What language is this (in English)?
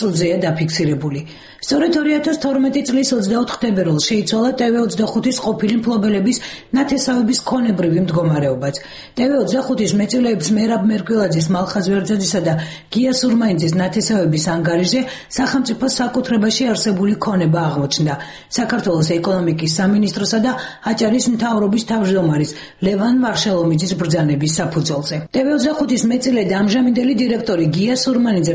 Georgian